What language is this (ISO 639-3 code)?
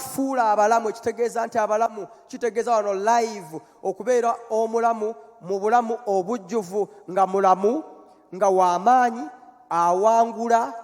lug